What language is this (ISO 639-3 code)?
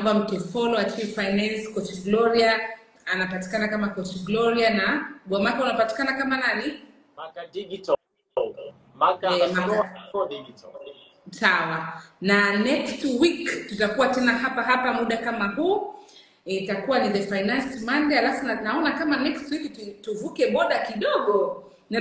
swa